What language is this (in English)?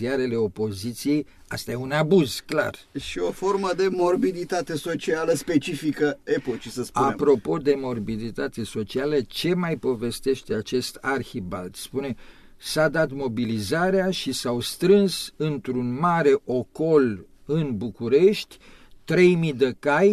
Romanian